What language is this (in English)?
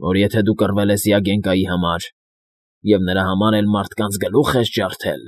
Armenian